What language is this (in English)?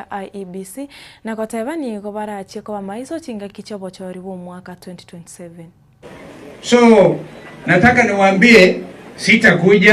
Gusii